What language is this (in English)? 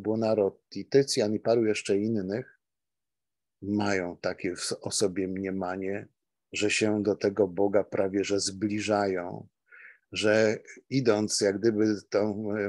Polish